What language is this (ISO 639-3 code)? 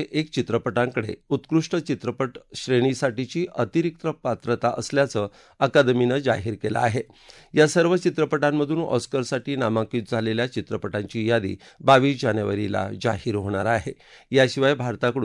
mar